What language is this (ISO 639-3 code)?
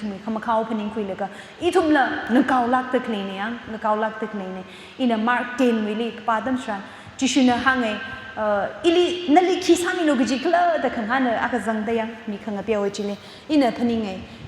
nmf